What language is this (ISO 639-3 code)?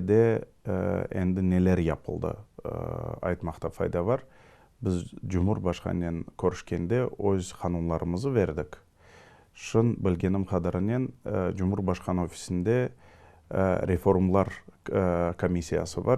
crh